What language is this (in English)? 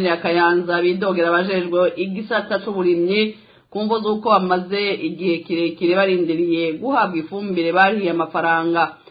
Rundi